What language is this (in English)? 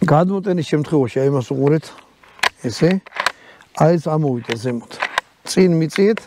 Georgian